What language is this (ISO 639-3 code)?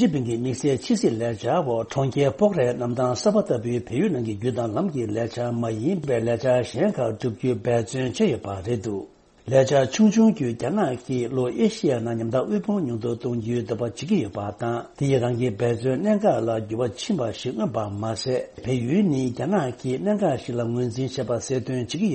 bod